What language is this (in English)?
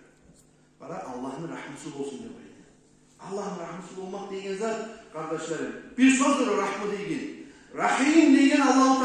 Kumyk